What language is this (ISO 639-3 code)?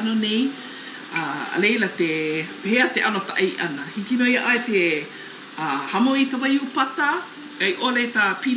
haw